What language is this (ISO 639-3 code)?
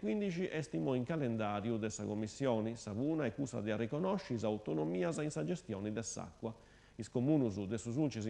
srd